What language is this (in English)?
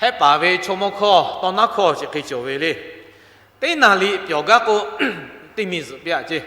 Lahu